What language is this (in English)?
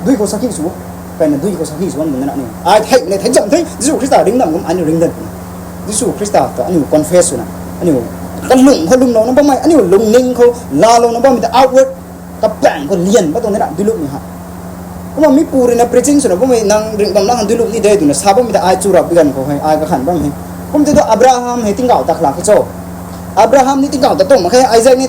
Rongmei Naga